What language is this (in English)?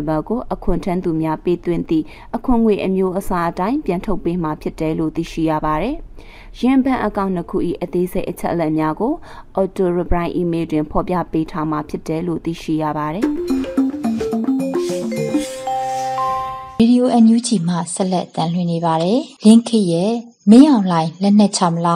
Burmese